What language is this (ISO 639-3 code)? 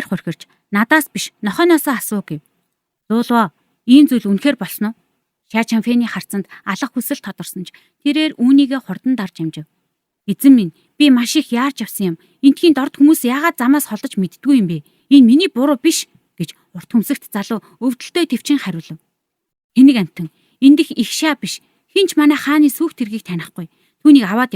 mon